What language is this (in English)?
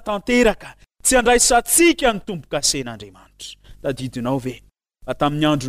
Malagasy